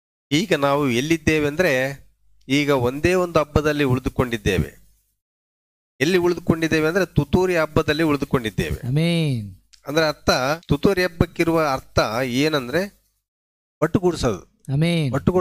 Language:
Kannada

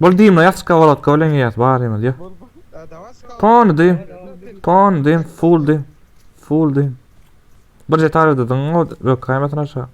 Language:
Turkmen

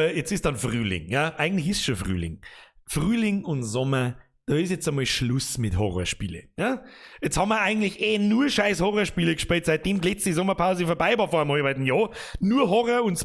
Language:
Bavarian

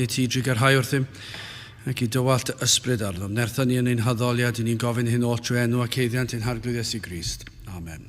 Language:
Welsh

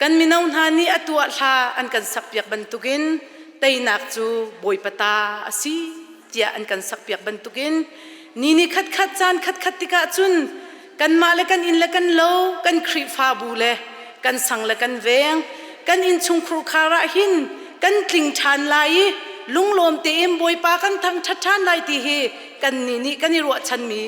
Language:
Hakha Chin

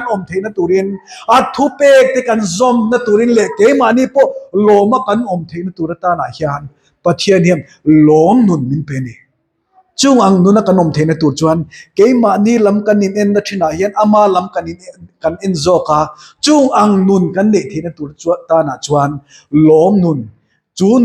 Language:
Mizo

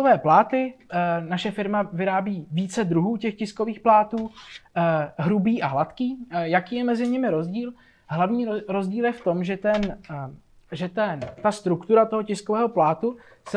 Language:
Czech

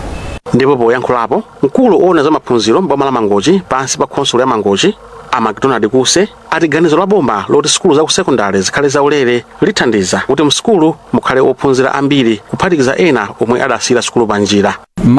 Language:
Nyanja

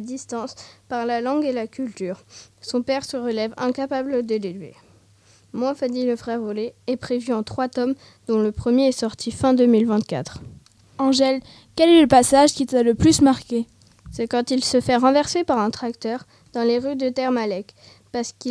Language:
French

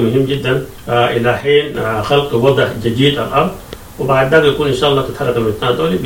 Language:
Sudanese Arabic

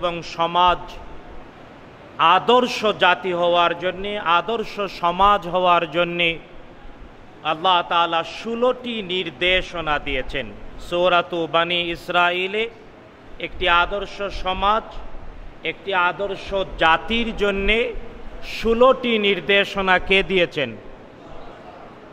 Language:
Bangla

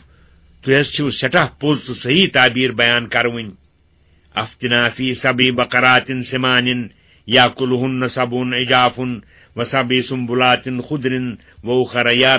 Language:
Kashmiri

